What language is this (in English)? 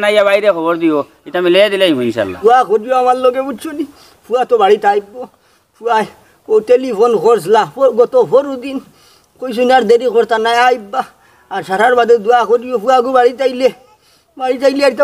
Sylheti